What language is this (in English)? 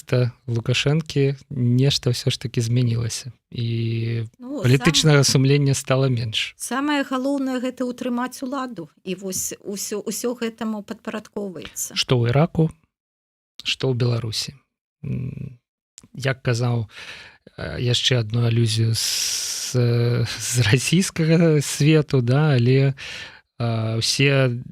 Belarusian